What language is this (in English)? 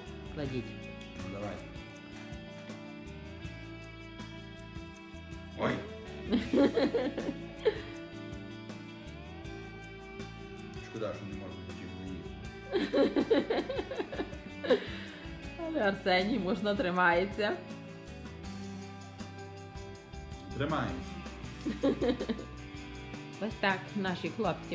Ukrainian